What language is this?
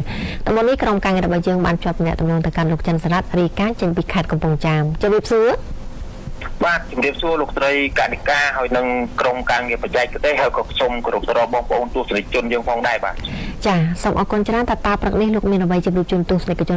Khmer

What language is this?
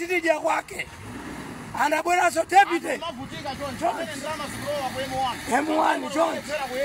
Nyanja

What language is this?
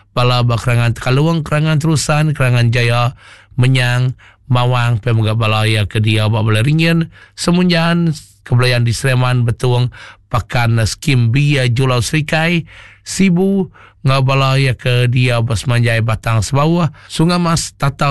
Iban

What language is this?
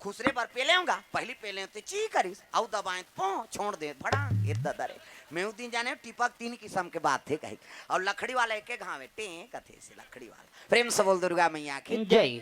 Chhattisgarhi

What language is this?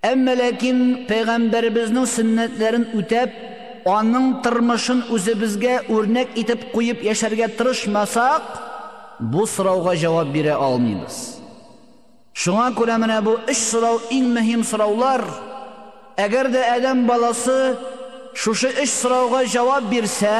Tatar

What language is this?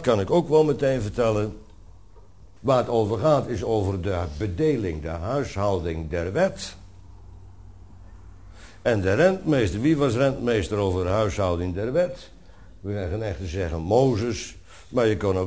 Dutch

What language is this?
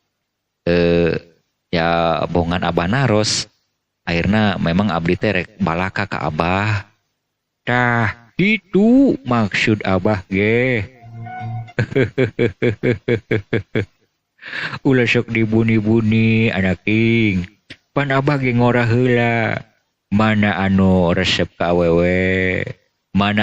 Sundanese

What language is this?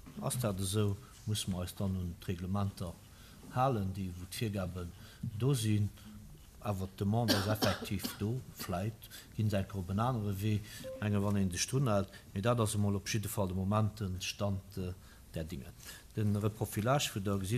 Luxembourgish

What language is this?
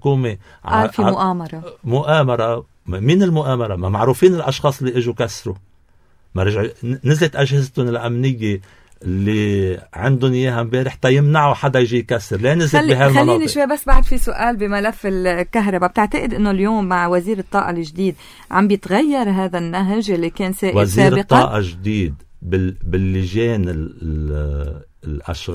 North Levantine Arabic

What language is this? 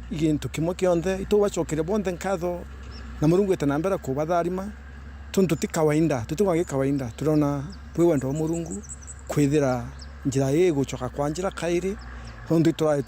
Meru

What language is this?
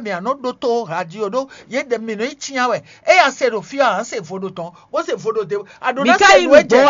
Fon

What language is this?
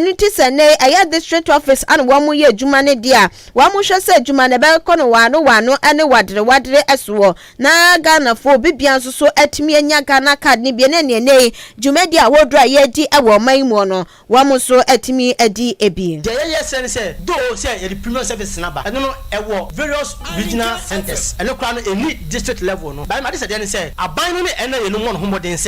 Akan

